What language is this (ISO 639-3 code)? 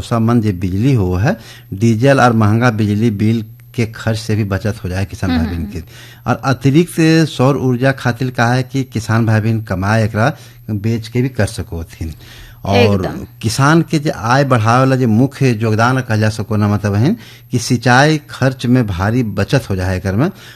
bho